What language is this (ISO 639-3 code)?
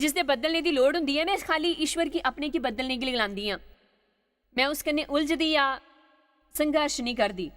doi